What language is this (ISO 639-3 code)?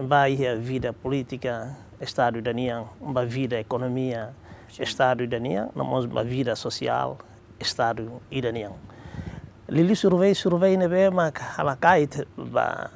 tet